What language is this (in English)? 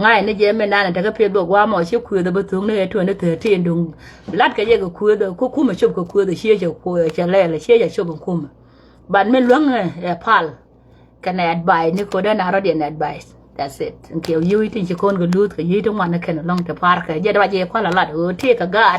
Nuer